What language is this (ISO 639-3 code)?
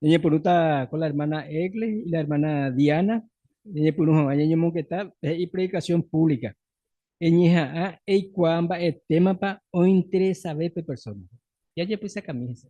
grn